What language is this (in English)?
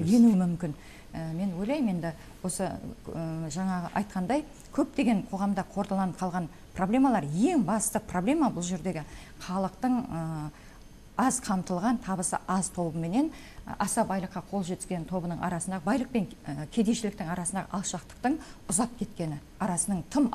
Kazakh